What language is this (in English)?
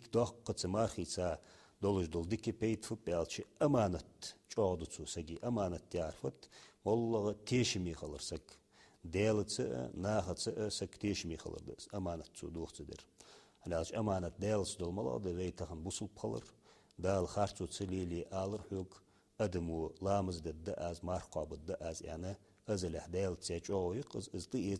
Ingush